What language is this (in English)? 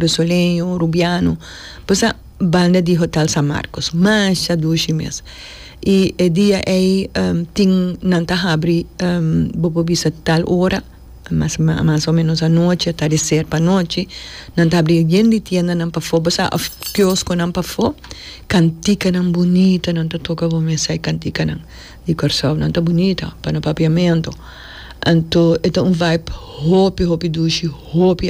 Papiamento